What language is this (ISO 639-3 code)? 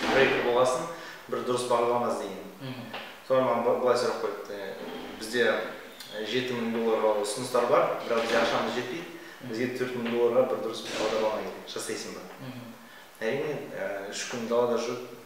kaz